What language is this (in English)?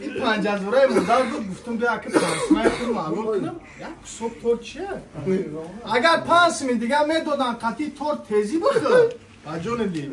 Tajik